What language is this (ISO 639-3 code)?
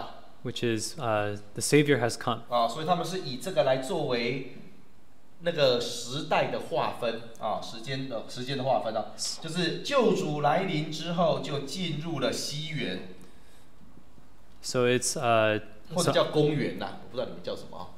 zho